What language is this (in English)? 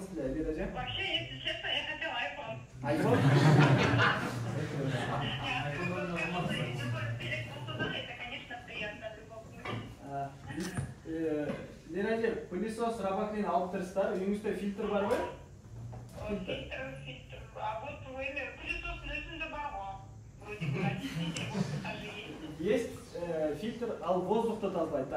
Kyrgyz